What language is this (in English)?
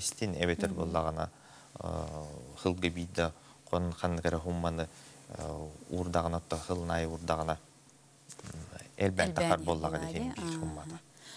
Yakut